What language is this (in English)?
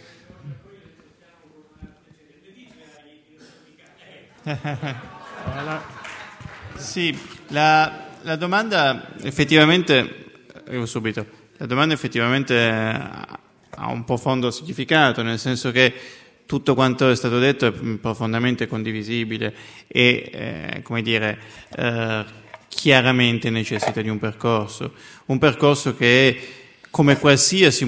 Italian